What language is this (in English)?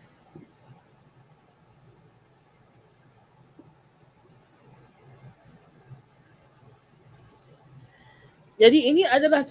Malay